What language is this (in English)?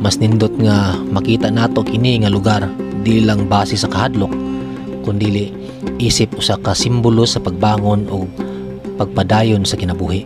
Cebuano